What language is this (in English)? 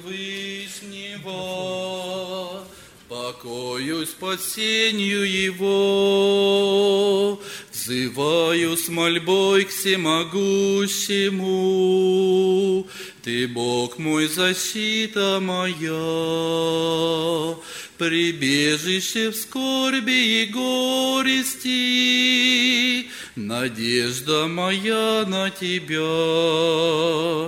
Russian